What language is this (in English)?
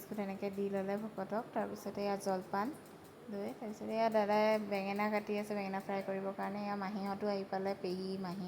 Assamese